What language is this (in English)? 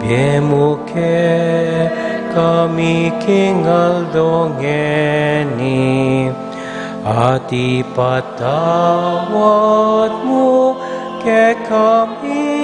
Pampanga